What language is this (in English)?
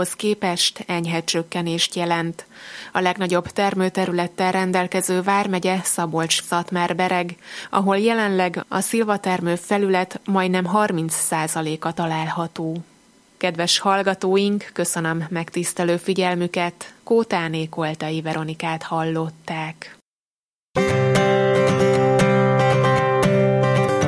Hungarian